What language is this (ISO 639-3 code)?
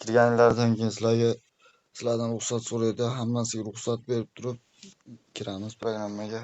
uzb